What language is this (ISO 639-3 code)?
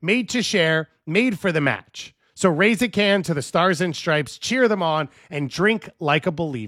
eng